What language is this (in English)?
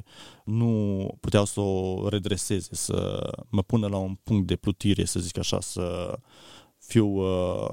Romanian